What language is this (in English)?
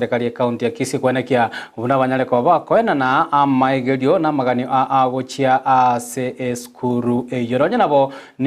Gusii